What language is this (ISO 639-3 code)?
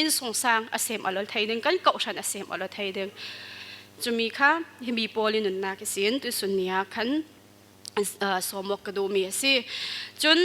cfm